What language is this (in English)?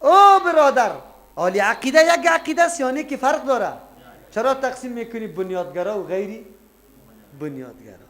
Persian